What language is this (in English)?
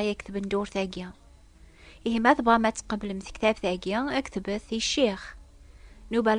Kabyle